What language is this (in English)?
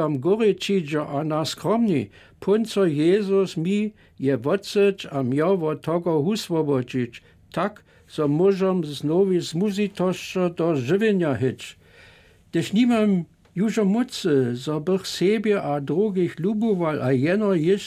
Upper Sorbian